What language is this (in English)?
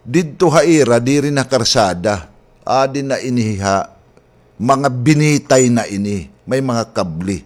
Waray